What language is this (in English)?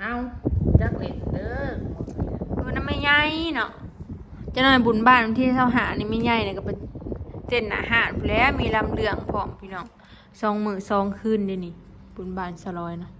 Northeastern Thai